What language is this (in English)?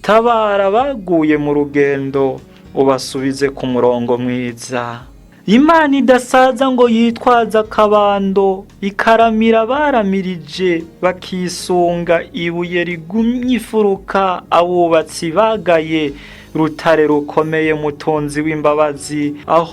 Rundi